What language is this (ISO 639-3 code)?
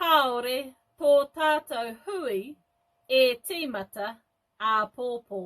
mri